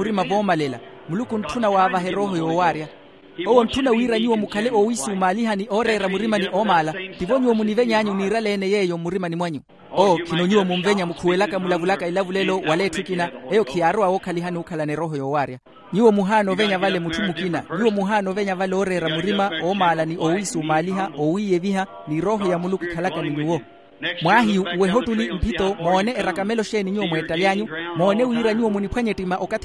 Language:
Makhuwa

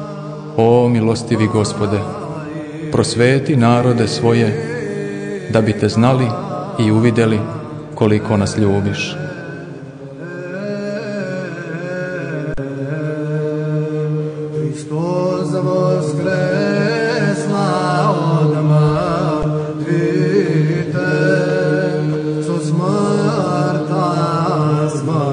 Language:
Serbian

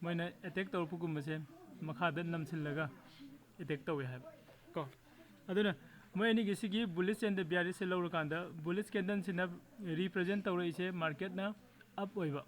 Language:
Manipuri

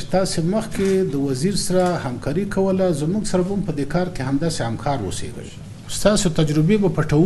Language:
Pashto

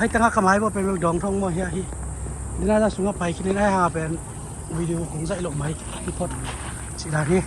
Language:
Tedim Chin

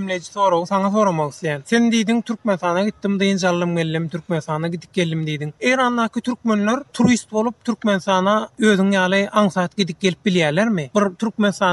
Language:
Turkmen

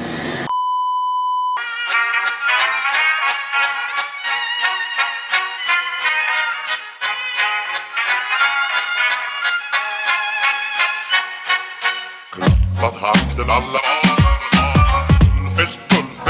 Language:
Cebuano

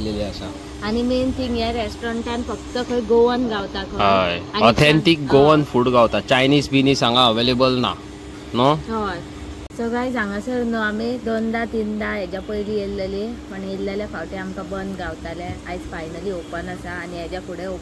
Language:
Konkani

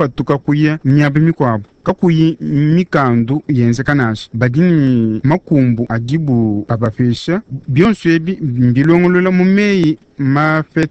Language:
Luba-Lulua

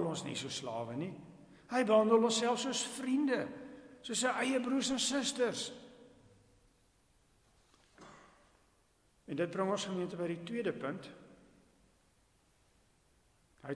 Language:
Afrikaans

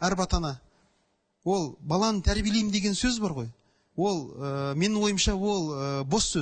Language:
Kazakh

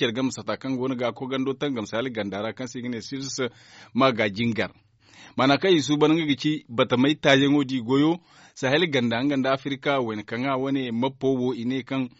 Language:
Zarma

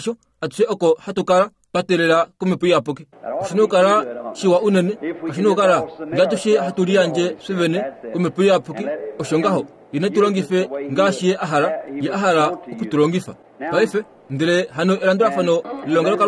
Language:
Kuanyama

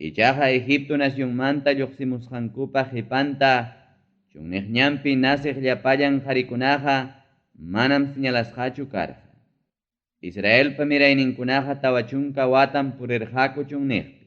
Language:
Ayacucho Quechua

